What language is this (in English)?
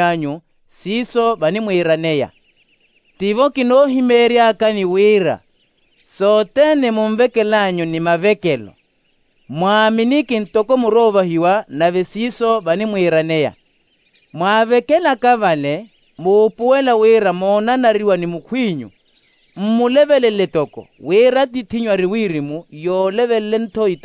Makhuwa